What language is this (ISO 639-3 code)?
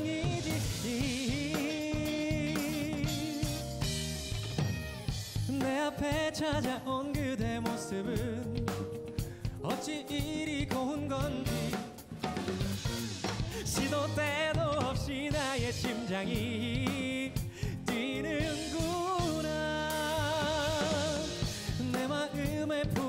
kor